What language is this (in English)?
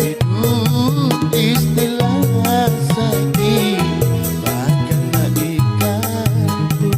Banjar